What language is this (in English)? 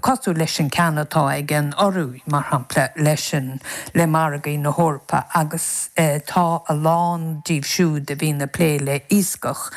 Irish